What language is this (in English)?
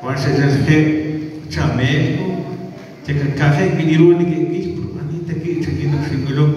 Kekchí